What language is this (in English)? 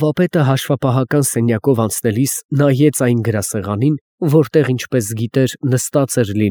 Armenian